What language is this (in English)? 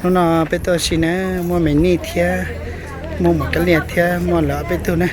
Hmong